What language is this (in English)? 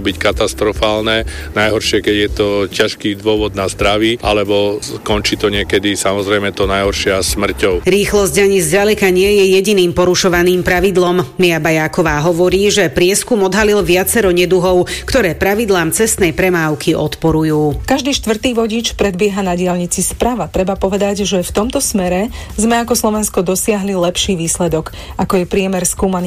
Slovak